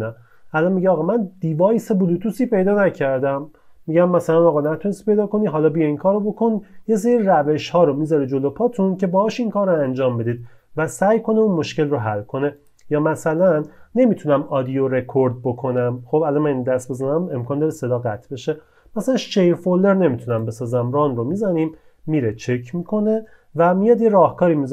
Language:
Persian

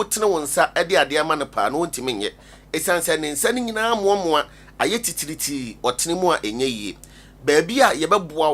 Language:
Akan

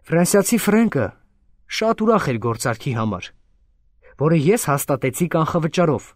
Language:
Armenian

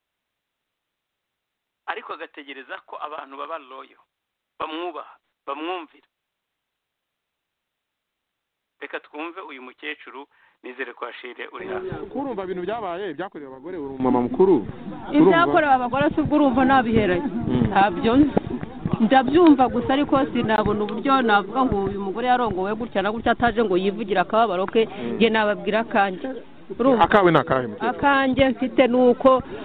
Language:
Kinyarwanda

